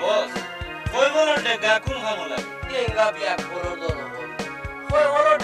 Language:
Sylheti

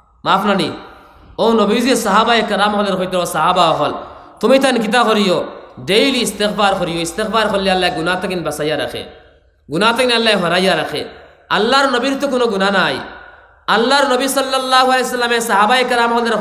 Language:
Sylheti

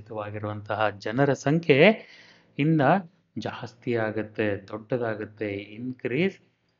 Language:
Kannada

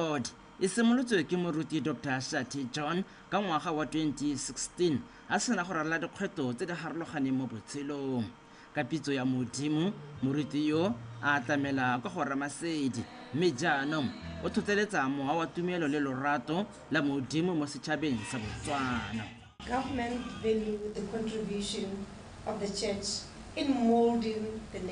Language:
Tswana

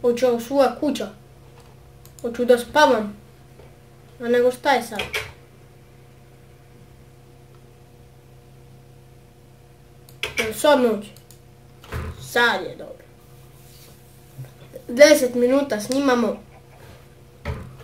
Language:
Croatian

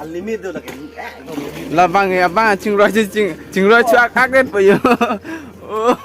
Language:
Karbi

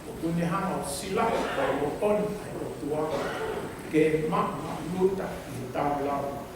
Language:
Tongan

